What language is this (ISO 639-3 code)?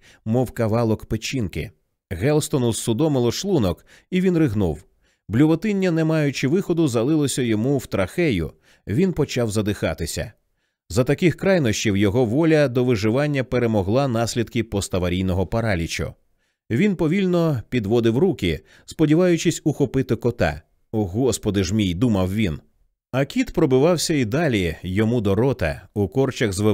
ukr